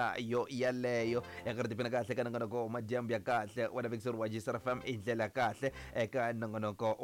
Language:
Tsonga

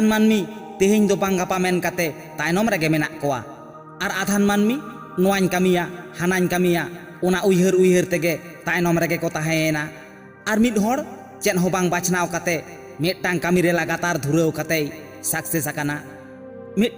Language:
Santali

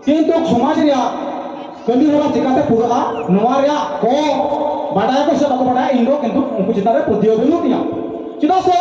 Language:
Santali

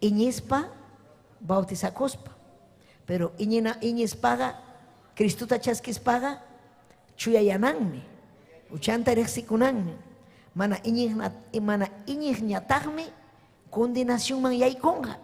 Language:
Ayacucho Quechua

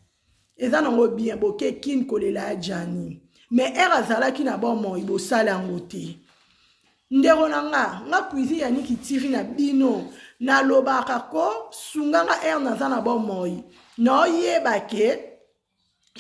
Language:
Lingala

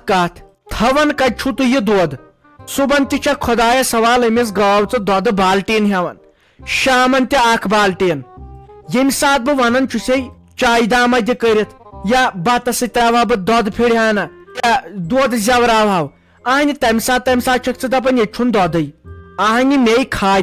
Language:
Kashmiri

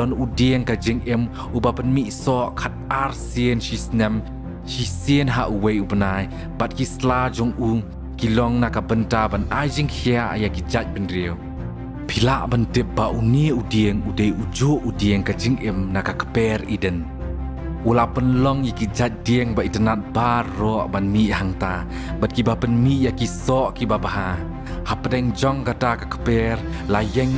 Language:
Khasi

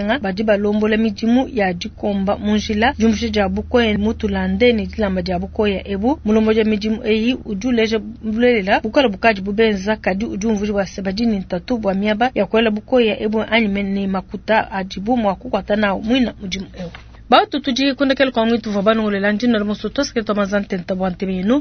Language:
Luba-Lulua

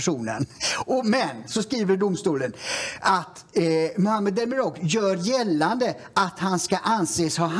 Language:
Swedish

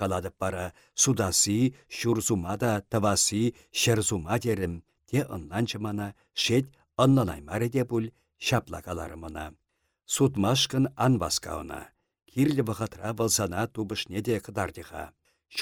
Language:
Chuvash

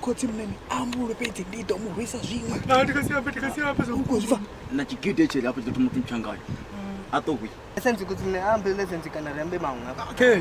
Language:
Venda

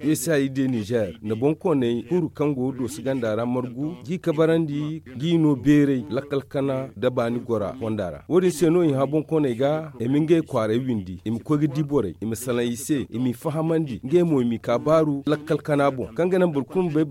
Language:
Zarma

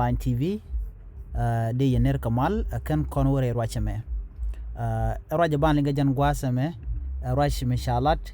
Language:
Nuer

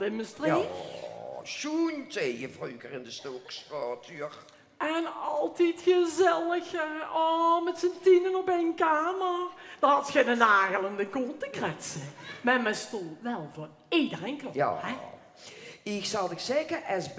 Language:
Limburgish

